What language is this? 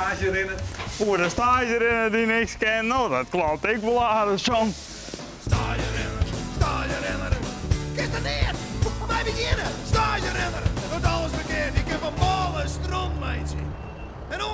Western Frisian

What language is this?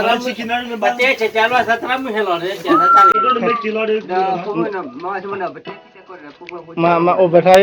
S'gaw Karen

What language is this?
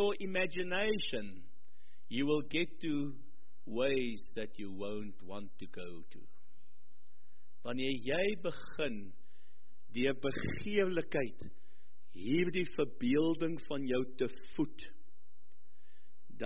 Afrikaans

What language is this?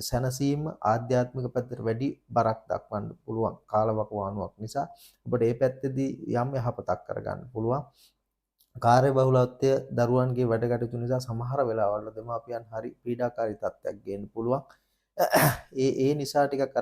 Sinhala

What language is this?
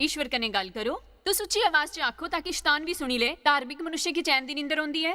Dogri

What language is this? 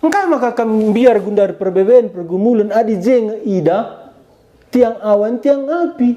Batak Karo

